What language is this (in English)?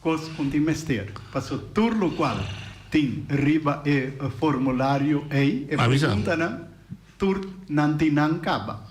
Papiamento